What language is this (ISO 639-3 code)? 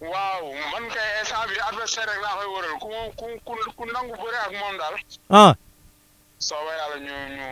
wol